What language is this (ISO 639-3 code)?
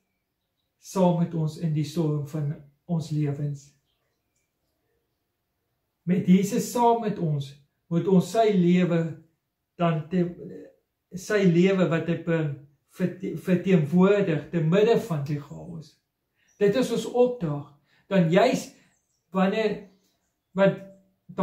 afr